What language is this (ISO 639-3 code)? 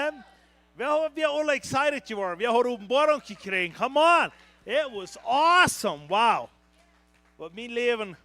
pdt